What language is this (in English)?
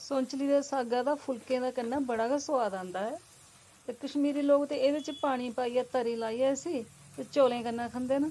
Dogri